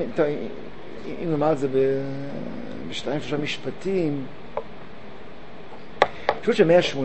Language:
Hebrew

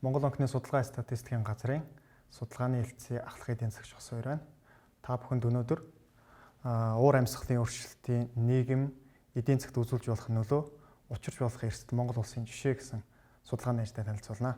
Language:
Mongolian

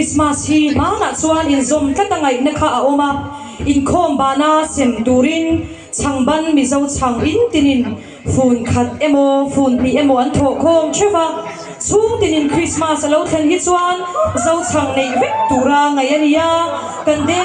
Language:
Mizo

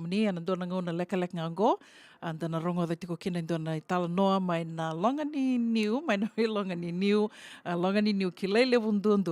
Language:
Fijian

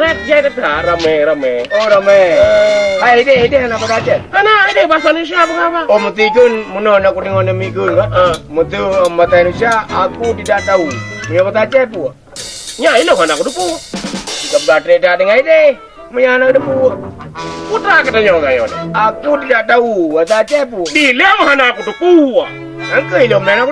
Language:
Achinese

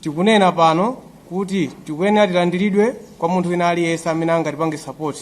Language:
Nyanja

